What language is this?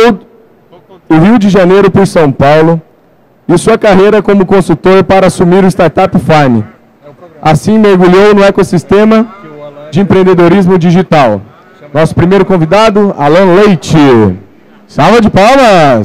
Portuguese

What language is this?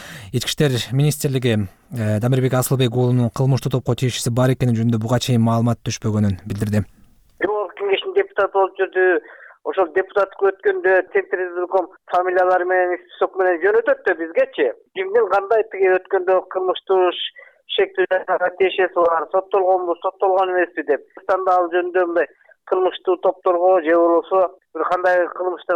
Kyrgyz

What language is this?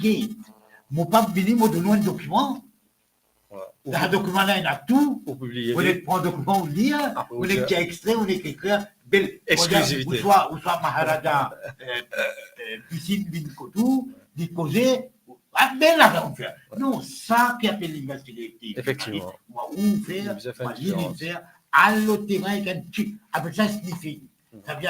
Morisyen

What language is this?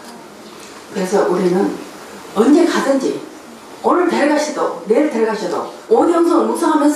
Korean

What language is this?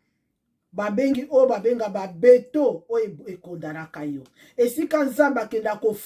Lingala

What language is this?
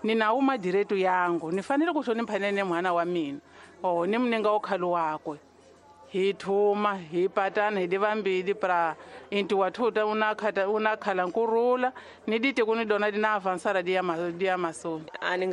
Tsonga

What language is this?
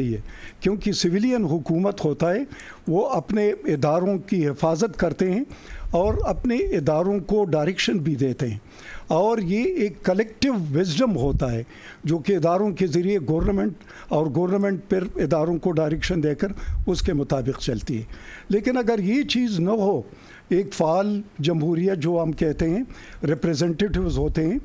Urdu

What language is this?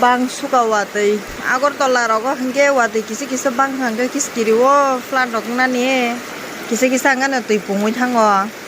Kok Borok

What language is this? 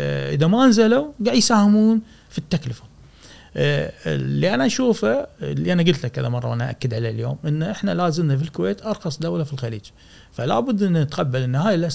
Gulf Arabic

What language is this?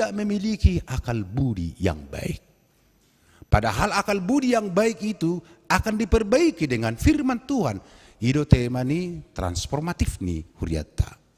Batak Toba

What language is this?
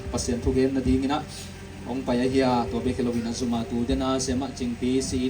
Tedim Chin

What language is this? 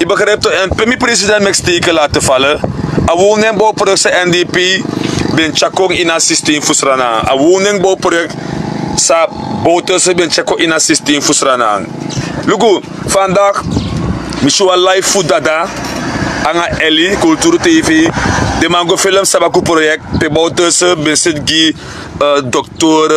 Sranan Tongo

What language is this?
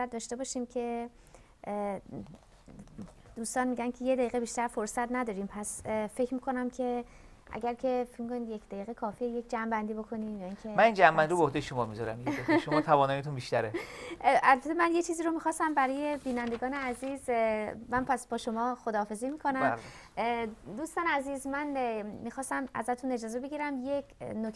Persian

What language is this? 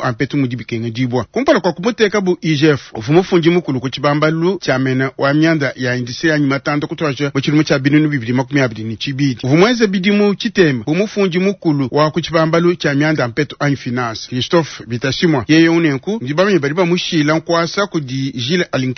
Luba-Lulua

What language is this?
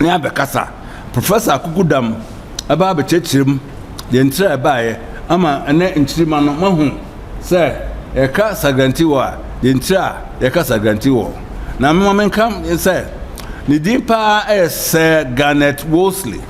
Akan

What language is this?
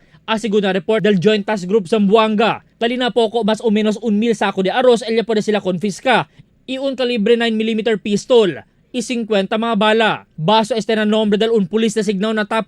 Chavacano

